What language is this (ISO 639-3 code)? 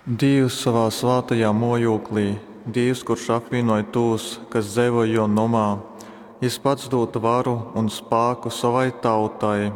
ltg